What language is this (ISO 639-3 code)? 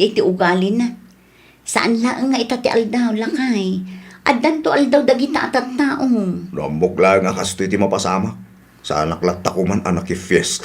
ilo